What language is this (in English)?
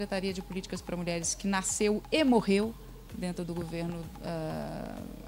Portuguese